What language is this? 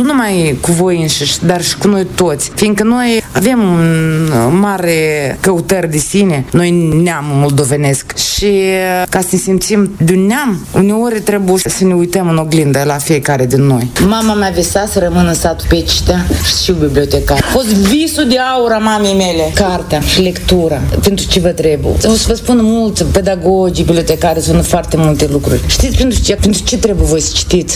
Romanian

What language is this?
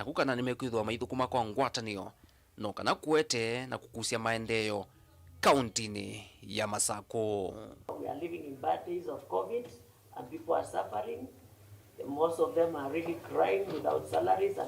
Kamba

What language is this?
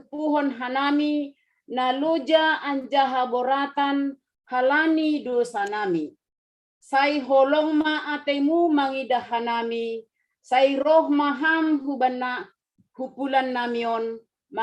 Batak Simalungun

